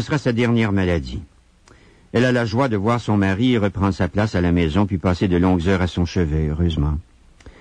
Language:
French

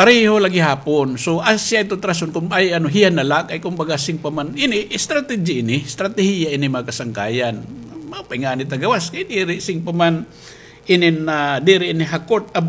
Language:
Waray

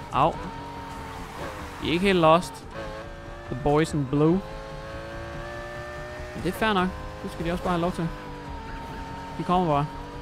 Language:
Danish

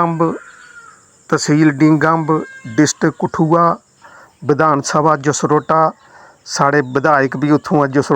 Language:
Dogri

